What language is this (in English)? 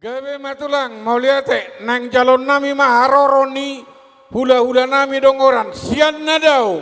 Batak Toba